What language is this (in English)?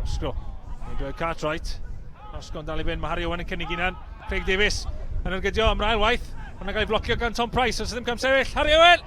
Welsh